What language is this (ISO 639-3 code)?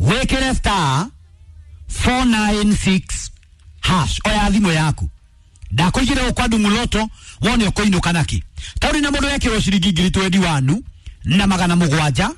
kik